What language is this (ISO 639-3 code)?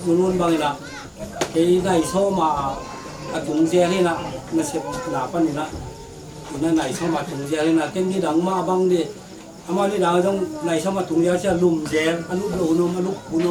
ctd